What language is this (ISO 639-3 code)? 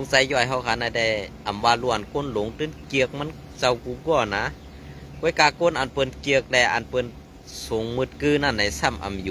shn